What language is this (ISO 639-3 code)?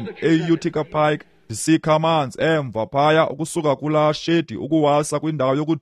xho